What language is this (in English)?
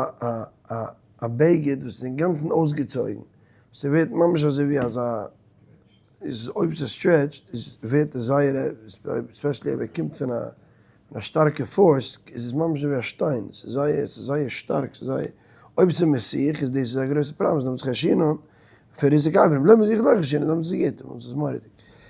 Yiddish